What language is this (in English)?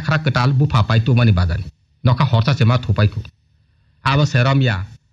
Kok Borok